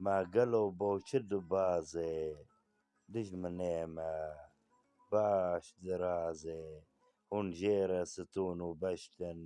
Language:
Kurdish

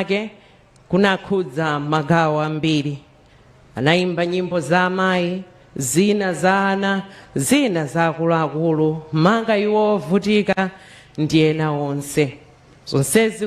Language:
Nyanja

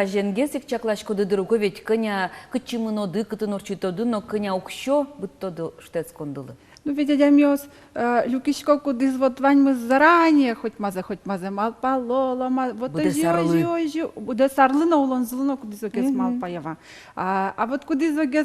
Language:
Udmurt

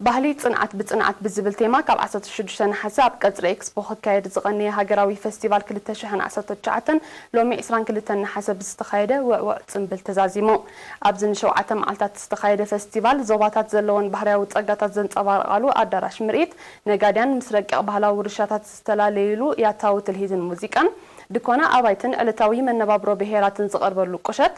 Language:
Tigrinya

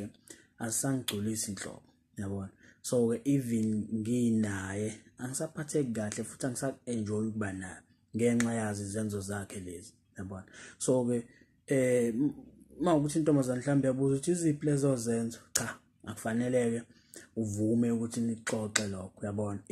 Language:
Zulu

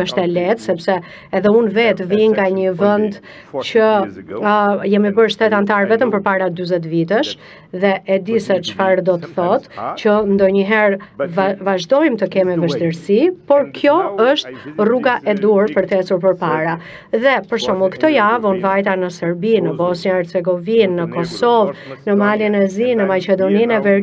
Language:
Albanian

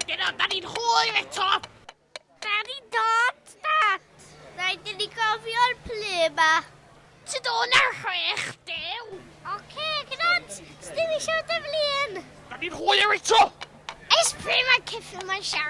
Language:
Welsh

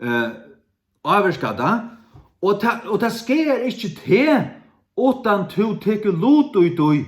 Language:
Faroese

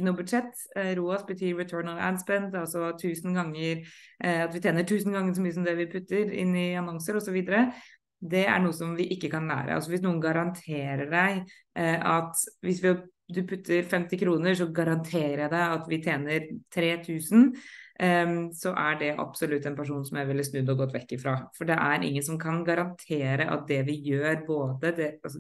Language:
Norwegian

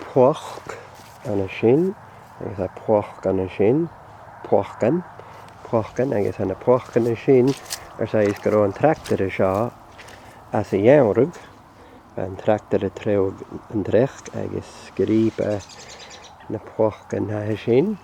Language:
Scottish Gaelic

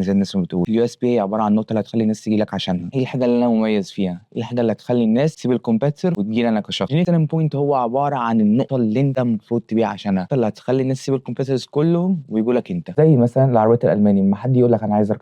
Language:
Egyptian Arabic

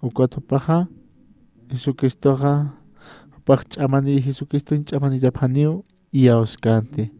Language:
Aymara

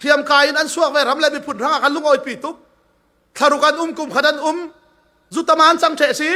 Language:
Falam Chin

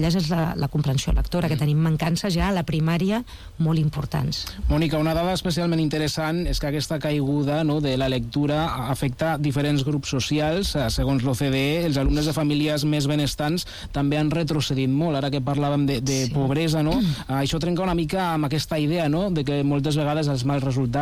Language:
Catalan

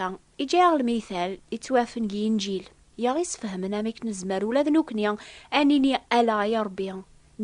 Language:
Kabyle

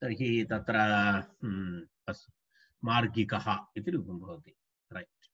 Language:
Sanskrit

